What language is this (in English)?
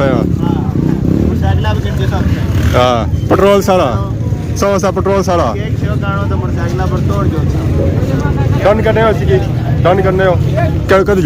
Pahari-Potwari